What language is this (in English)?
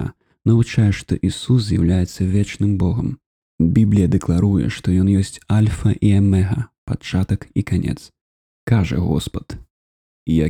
Belarusian